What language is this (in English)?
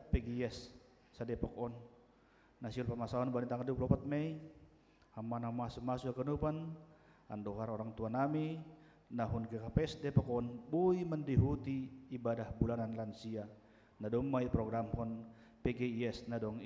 Batak Simalungun